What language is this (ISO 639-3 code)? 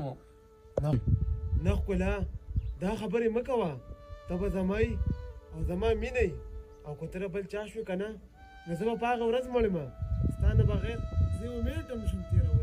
pus